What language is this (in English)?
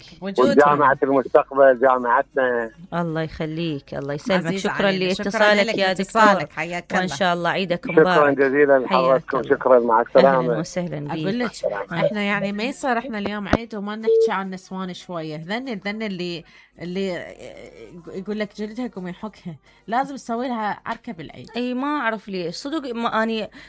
Mesopotamian Arabic